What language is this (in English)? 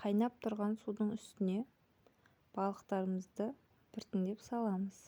Kazakh